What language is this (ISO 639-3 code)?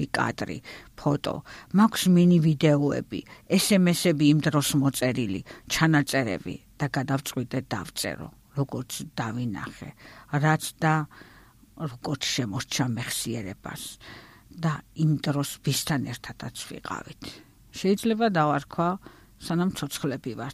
kat